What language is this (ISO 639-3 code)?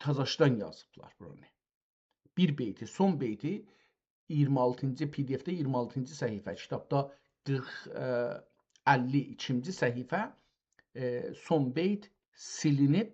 azb